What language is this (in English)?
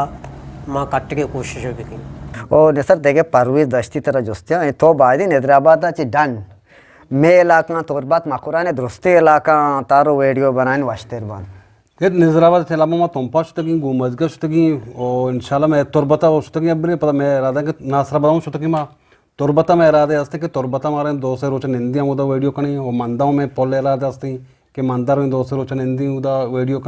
Eastern Balochi